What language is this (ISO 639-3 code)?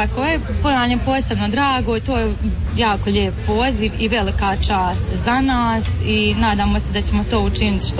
hrv